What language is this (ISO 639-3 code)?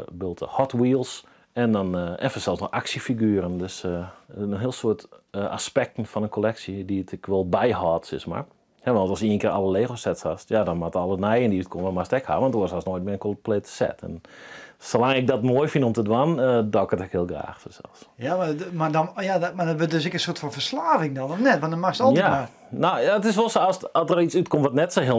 fry